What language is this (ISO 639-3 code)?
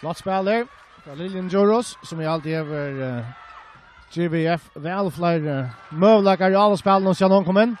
fao